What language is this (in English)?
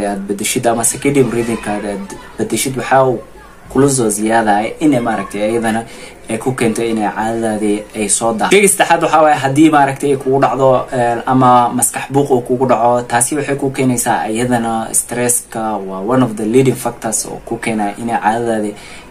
Somali